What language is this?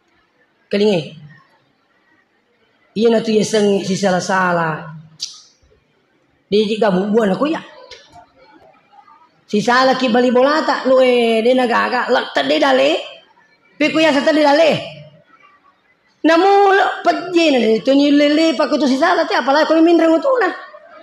Buginese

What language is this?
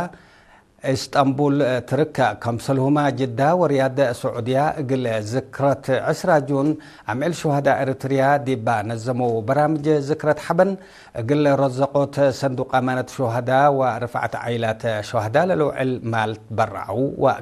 Tigre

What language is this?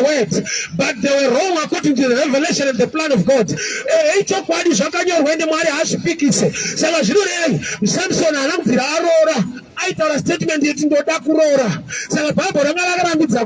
Shona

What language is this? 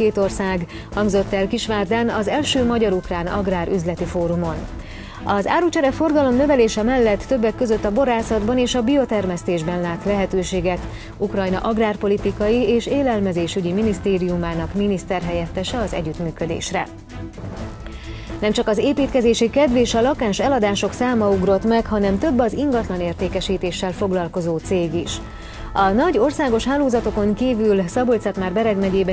Hungarian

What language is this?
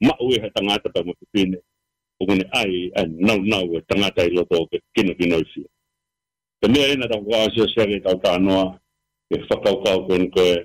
Tongan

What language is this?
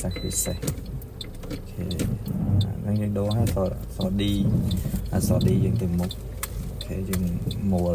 Khmer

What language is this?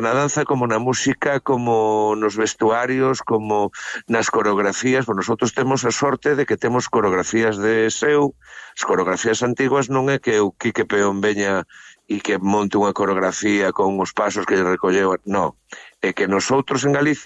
Galician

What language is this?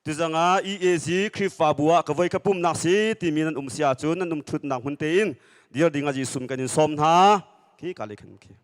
Hakha Chin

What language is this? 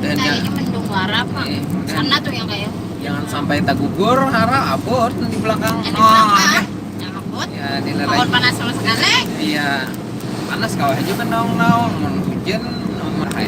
Banjar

